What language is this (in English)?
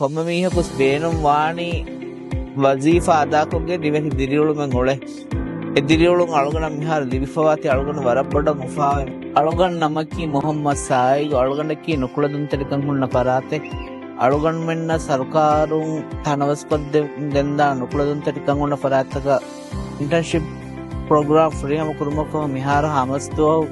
Divehi